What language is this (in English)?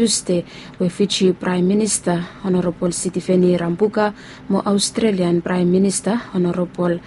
Bislama